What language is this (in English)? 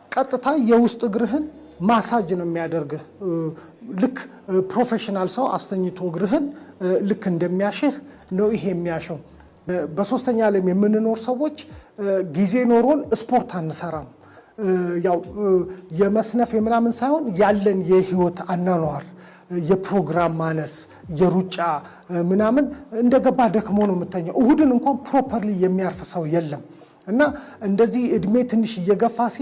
Amharic